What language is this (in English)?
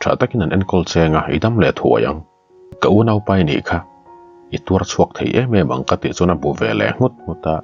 Mizo